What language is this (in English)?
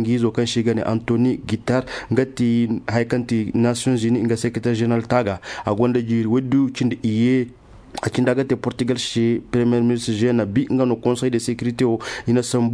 Zarma